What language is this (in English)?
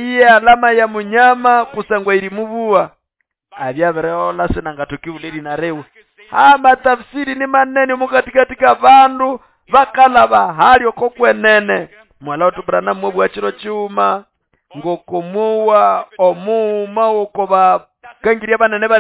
Nande